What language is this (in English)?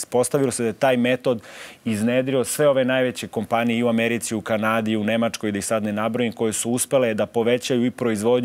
Serbian